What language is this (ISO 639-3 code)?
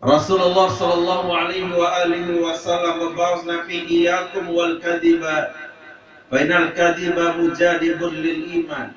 sas